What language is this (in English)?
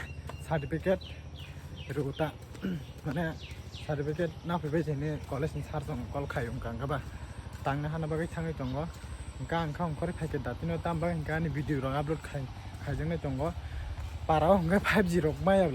Kok Borok